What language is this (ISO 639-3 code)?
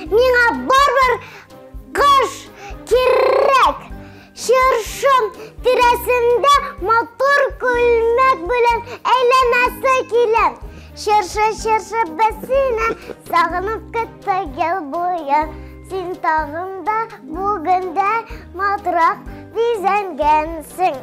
tat